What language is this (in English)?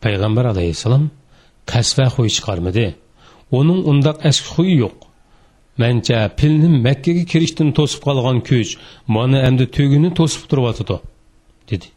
Uyghur